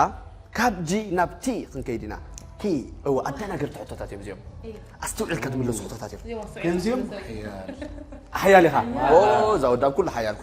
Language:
Tigrinya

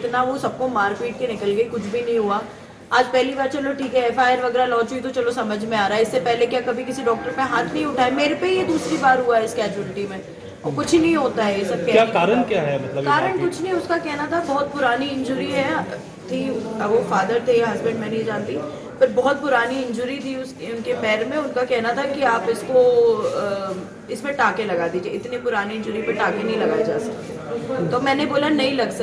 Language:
Hindi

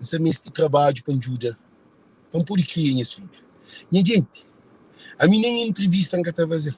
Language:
Kabuverdianu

